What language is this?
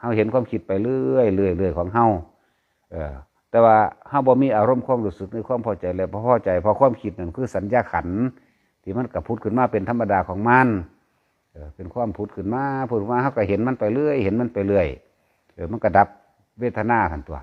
Lao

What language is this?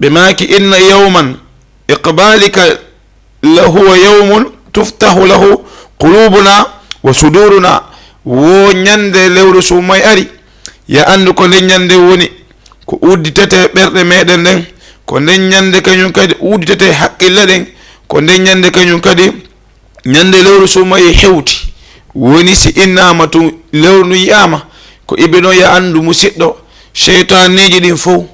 Fula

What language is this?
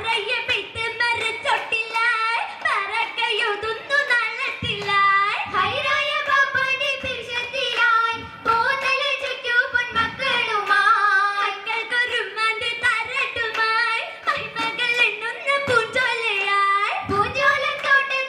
Malayalam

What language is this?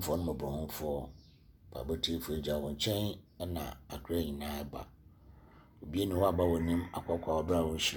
Akan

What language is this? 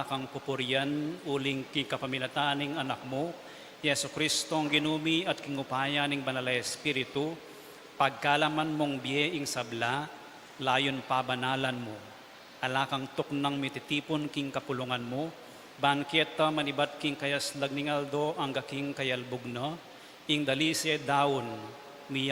Pampanga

